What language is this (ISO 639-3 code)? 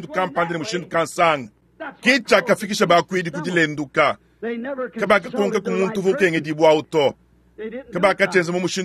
lua